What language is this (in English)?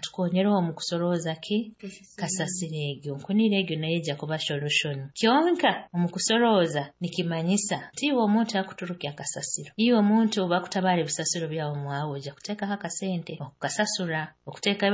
Nyoro